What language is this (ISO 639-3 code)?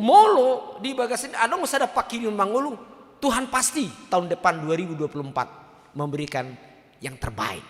bbc